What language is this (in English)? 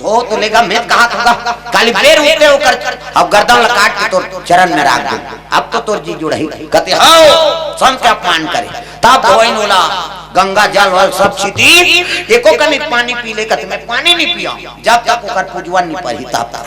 Chhattisgarhi